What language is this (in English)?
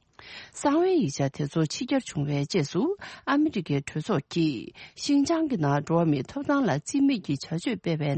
Tibetan